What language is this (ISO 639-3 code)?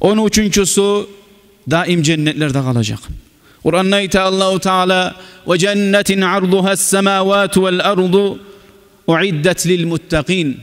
kum